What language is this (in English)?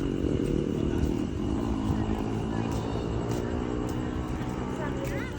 Lao